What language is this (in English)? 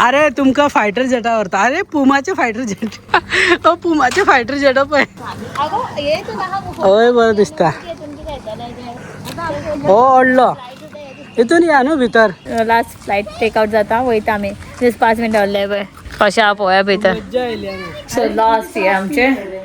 Konkani